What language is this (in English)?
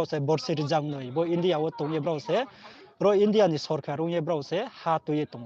Riang (India)